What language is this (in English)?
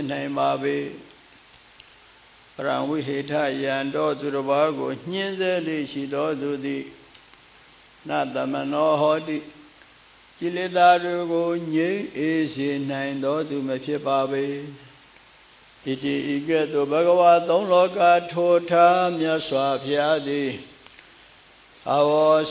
Burmese